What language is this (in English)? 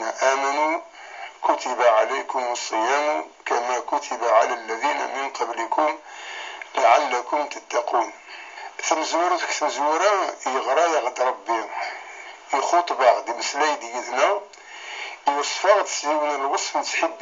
Kabyle